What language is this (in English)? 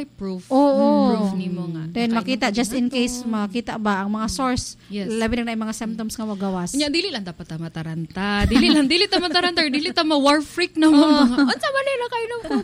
Cebuano